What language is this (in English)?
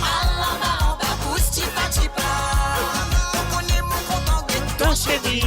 Morisyen